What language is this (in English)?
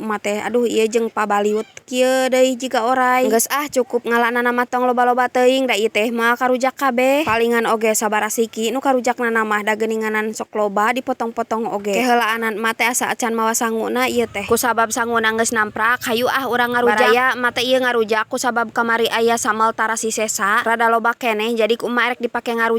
Sundanese